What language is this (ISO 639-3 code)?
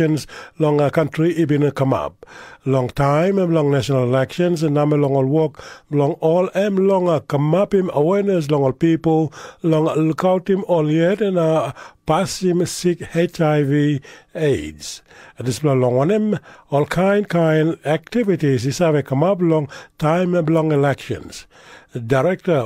tpi